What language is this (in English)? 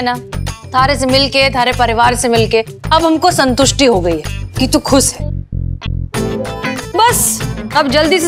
Hindi